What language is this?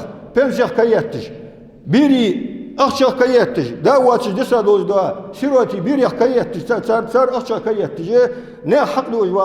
Ingush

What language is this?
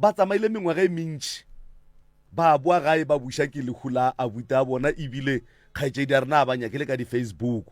Northern Sotho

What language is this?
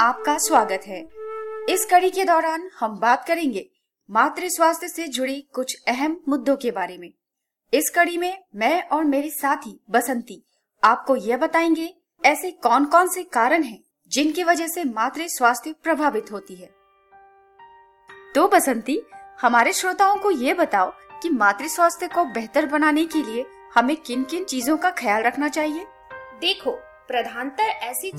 Hindi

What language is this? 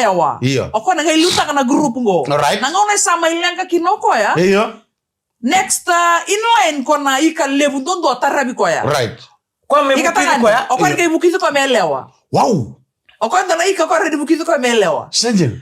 Fijian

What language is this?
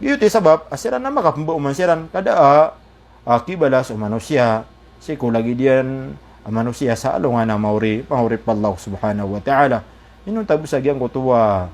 Maranao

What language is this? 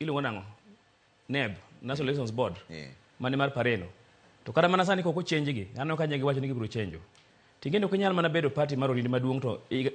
Luo (Kenya and Tanzania)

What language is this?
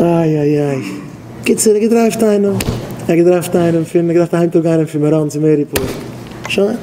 Yiddish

